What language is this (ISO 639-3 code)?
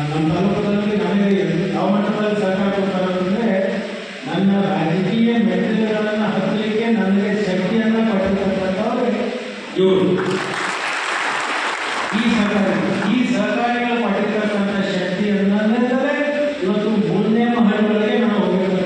kan